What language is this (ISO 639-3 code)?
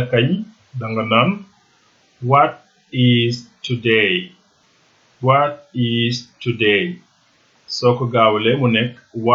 wol